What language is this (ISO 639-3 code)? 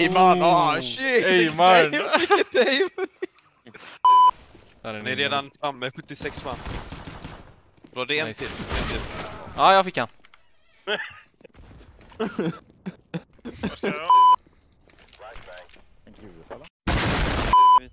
swe